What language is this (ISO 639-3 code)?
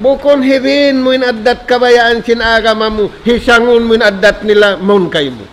tsg